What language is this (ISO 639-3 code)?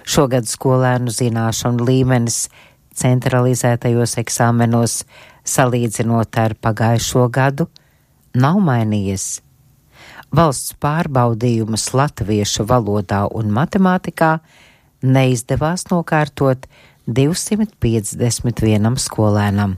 lav